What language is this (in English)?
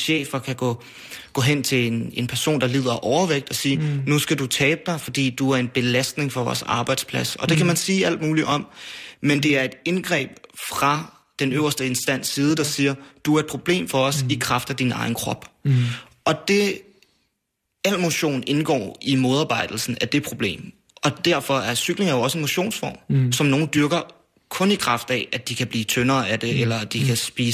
Danish